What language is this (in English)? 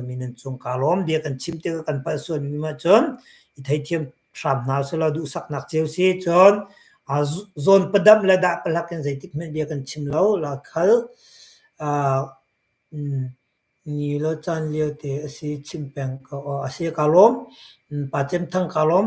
Hakha Chin